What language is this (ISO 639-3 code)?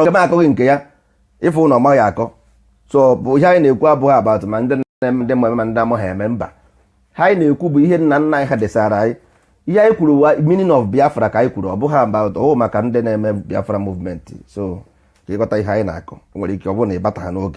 ibo